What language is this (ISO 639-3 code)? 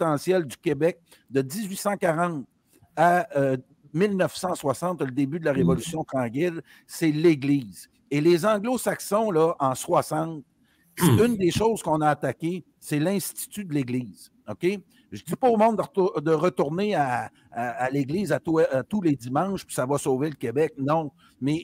fra